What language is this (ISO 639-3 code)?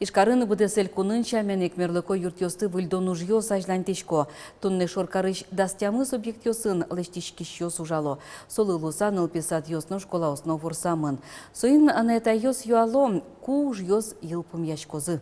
udm